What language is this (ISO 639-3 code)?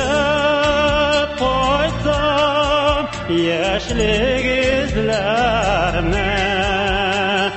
tat